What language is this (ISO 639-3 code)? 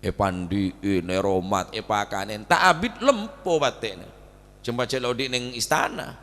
mad